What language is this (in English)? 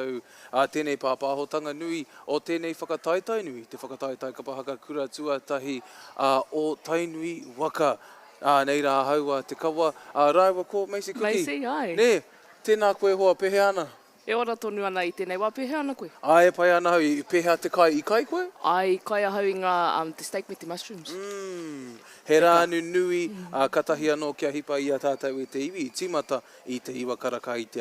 Māori